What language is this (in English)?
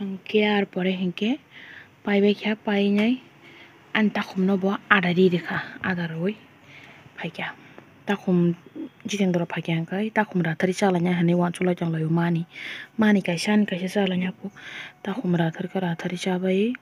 Kok Borok